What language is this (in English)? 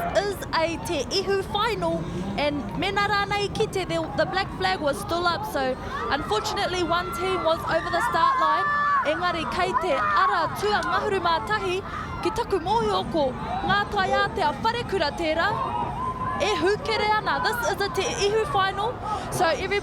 Māori